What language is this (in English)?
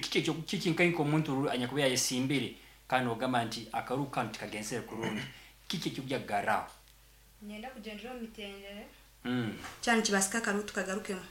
Nyankole